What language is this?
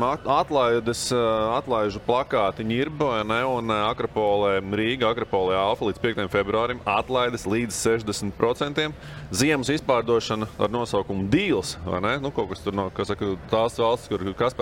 Latvian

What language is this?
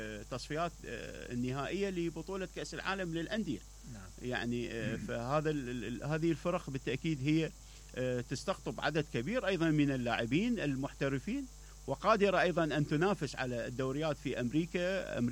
Mesopotamian Arabic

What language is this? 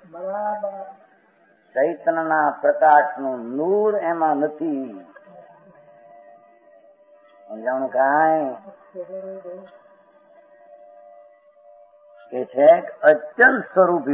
Gujarati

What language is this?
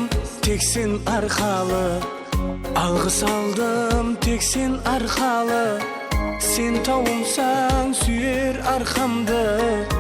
Kara-Kalpak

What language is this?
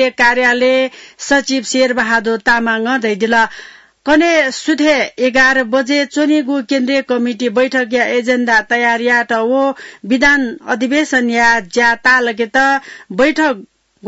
Newari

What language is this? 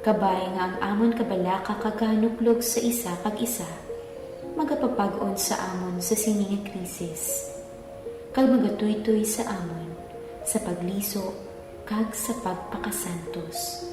Hiligaynon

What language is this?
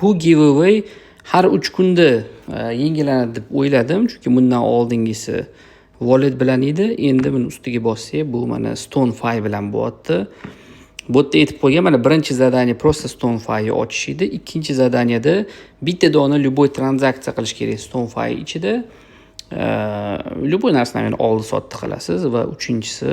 Uzbek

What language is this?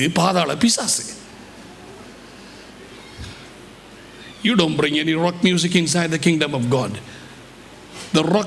Tamil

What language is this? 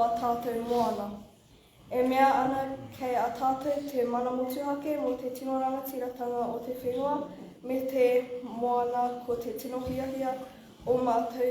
Māori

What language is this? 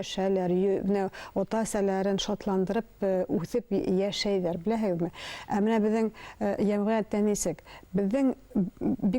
Bashkir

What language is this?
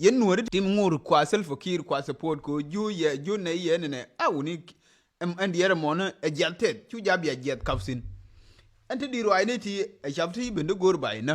Nuer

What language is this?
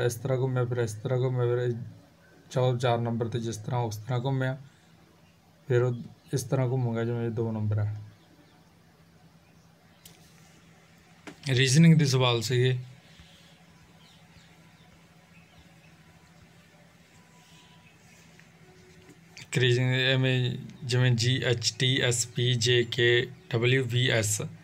Punjabi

